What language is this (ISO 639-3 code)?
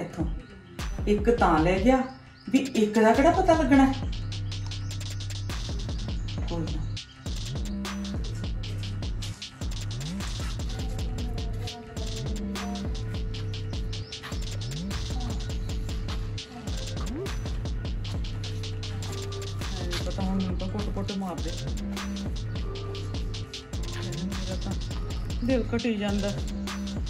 pan